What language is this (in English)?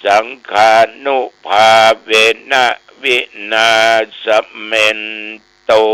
Pali